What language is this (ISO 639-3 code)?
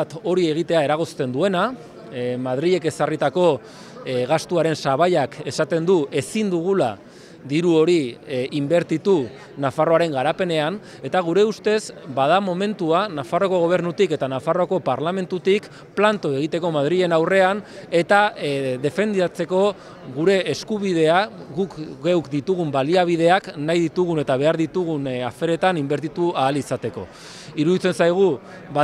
eus